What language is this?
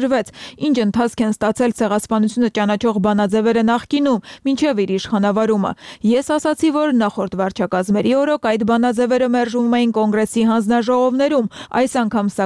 Armenian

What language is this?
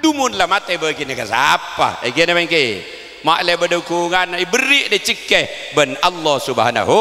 Madurese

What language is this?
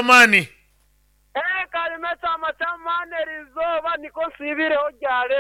Nyankole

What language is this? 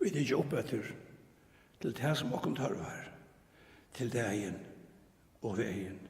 Faroese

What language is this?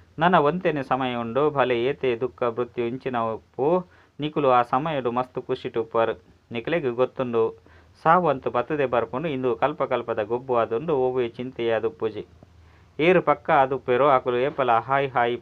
Tulu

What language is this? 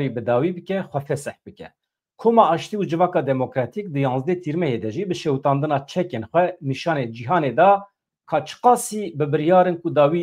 Kurdish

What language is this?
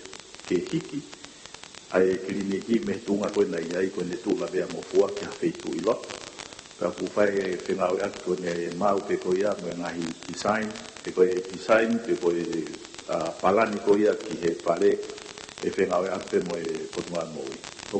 Tongan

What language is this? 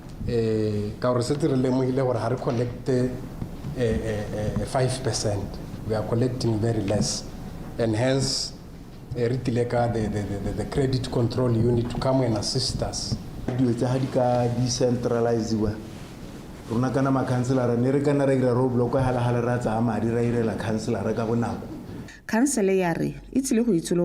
Tswana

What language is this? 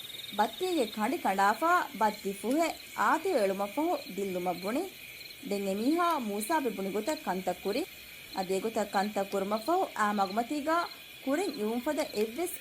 Divehi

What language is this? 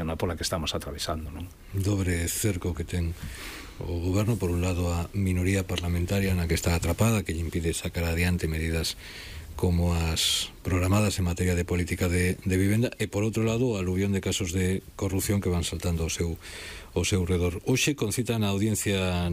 Galician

